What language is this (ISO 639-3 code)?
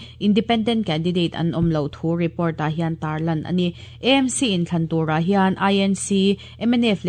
lus